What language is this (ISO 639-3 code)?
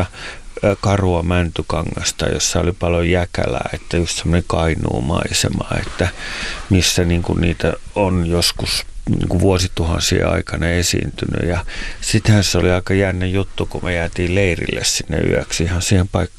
fin